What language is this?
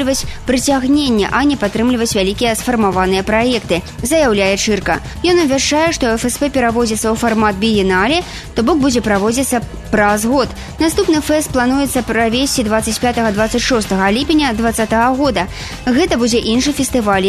Belarusian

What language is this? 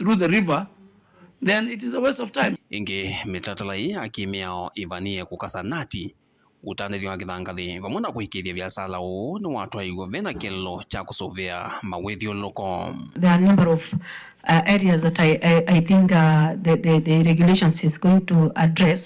Kamba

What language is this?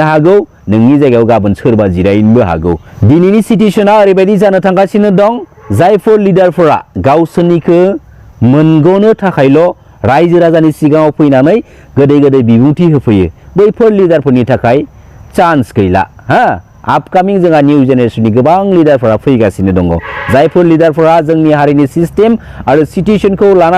Bodo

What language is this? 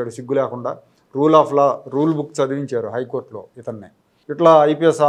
Telugu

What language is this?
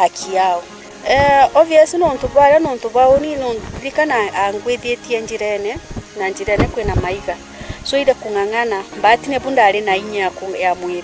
Meru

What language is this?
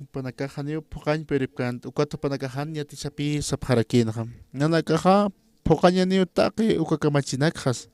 Aymara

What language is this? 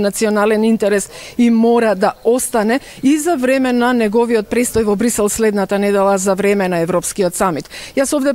Macedonian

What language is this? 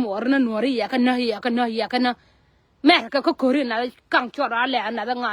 Nuer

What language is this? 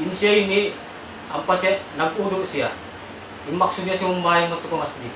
Tausug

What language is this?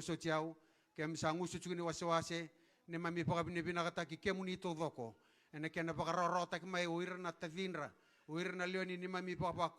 Fijian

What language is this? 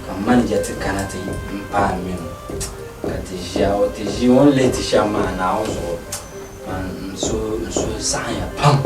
Dagbani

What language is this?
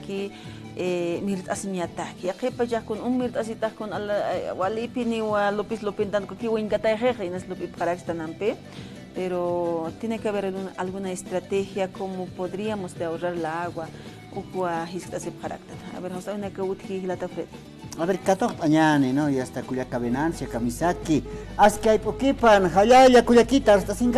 Aymara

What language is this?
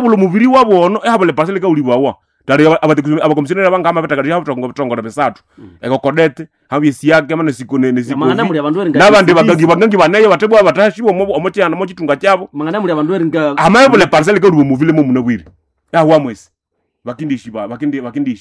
Nande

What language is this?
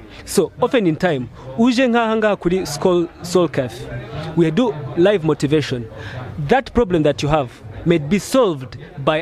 Kinyarwanda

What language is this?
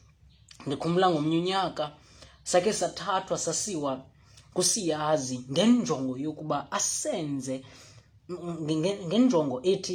Xhosa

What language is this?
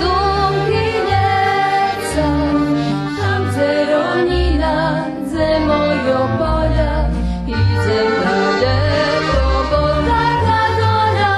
Rusyn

